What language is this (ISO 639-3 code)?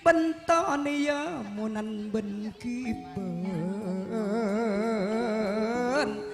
mad